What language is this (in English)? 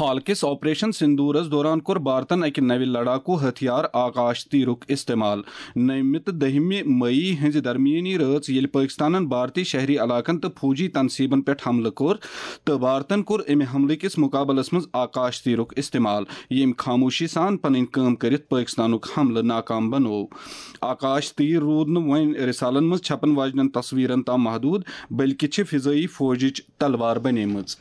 Kashmiri